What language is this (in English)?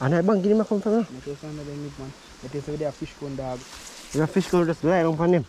Jamaican Creole English